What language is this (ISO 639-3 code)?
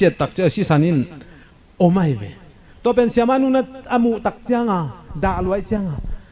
ctd